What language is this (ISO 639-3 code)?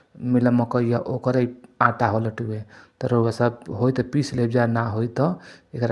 bho